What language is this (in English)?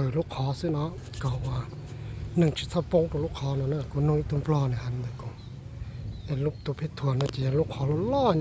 Hmong